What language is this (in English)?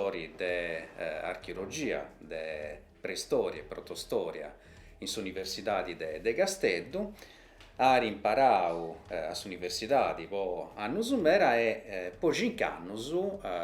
Sardinian